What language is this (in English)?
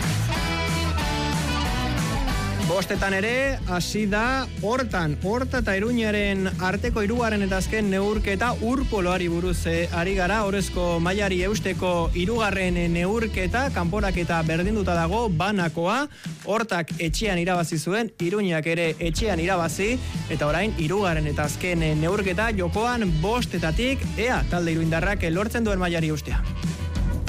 Basque